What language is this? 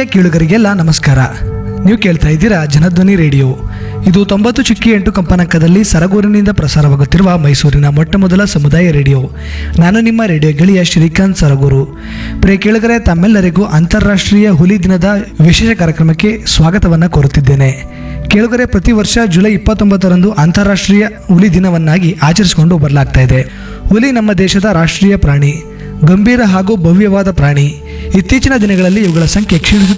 Kannada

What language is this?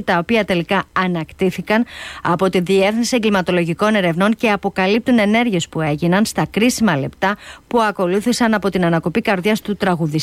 Greek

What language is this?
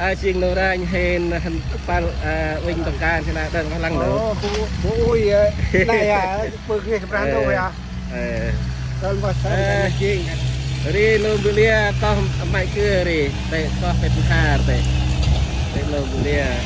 Central Mnong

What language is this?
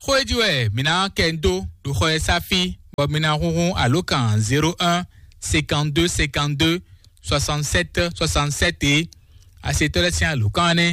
Fon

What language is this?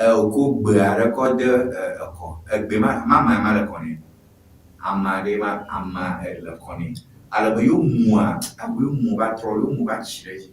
Ewe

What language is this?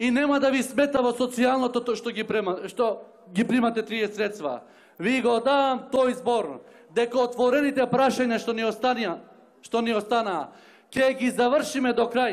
Macedonian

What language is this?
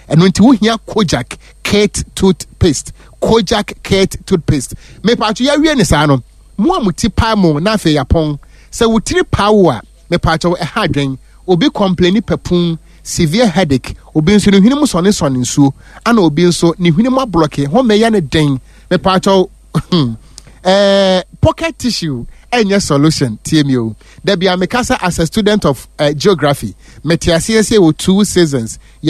Akan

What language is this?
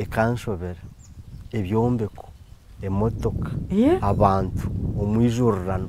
Nyankole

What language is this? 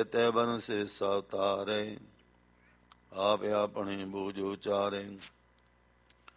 Punjabi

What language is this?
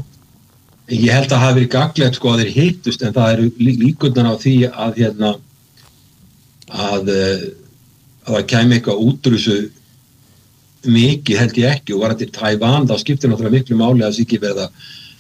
Icelandic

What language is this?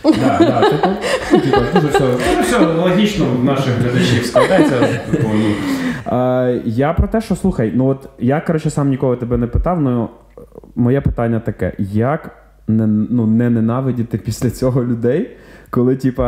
Ukrainian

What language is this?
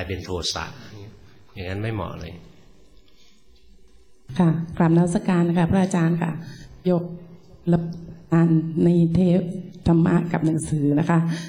Thai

